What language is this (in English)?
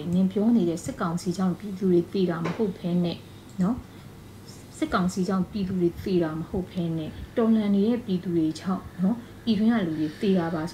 Burmese